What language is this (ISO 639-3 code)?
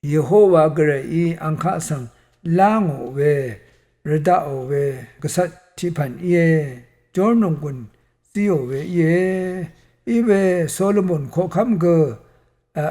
raw